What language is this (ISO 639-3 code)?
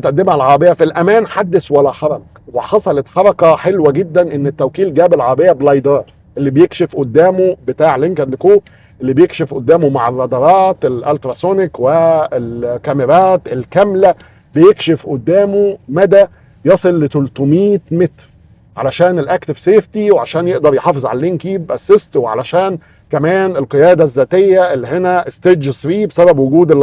arz